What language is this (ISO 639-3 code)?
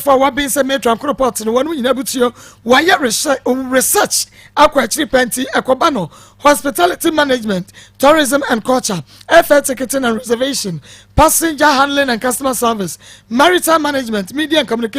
aka